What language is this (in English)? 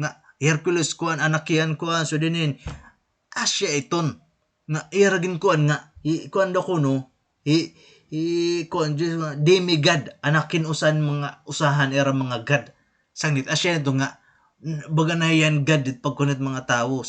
Waray